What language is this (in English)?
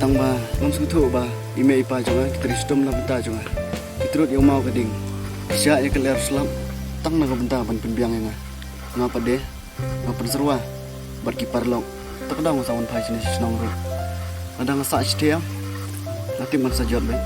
Khasi